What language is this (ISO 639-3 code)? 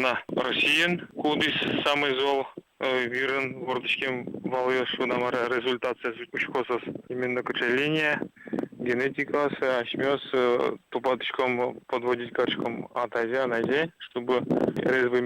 udm